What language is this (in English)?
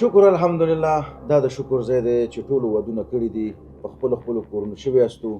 Pashto